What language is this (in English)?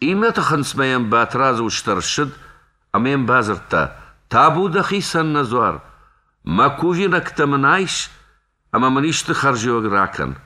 Ossetic